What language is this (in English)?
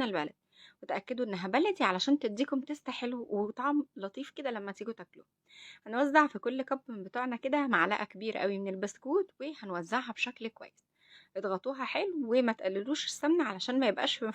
Egyptian Arabic